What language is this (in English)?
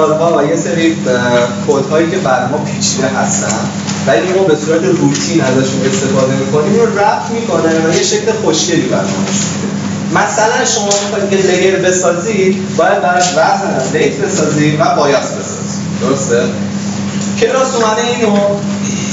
Persian